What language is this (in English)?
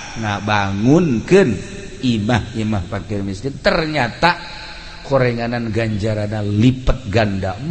Sundanese